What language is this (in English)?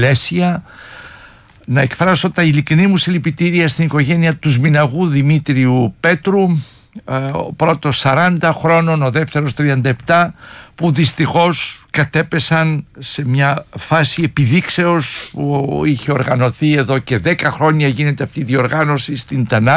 Greek